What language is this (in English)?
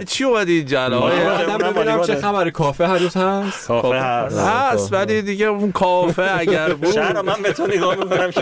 Persian